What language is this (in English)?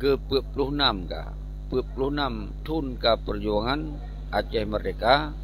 Achinese